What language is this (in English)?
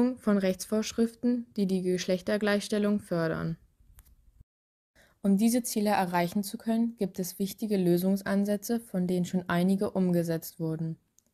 German